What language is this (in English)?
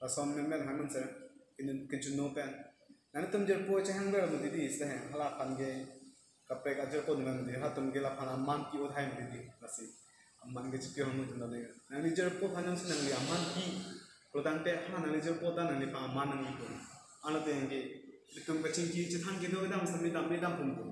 Karbi